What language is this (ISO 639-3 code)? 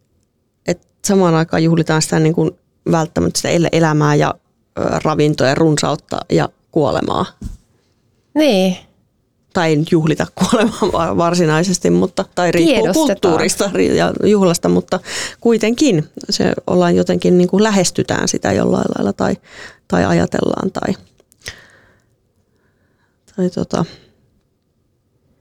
fin